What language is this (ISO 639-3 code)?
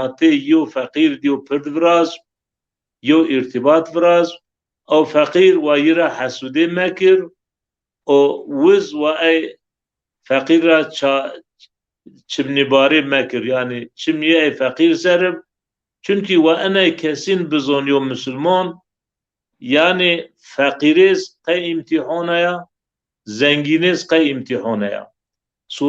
zza